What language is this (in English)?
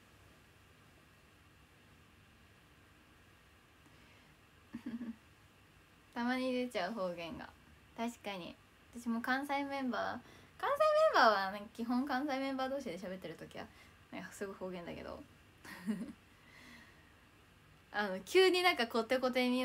Japanese